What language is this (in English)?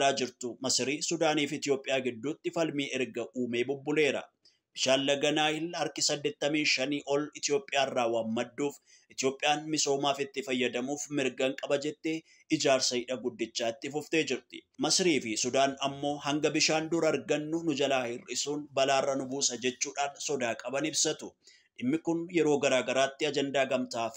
Oromo